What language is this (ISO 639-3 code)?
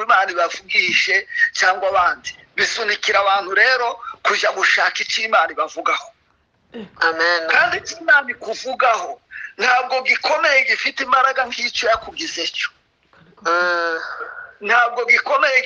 kin